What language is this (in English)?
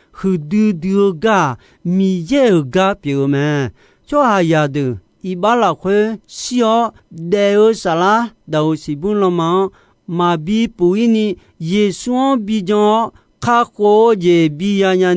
Akha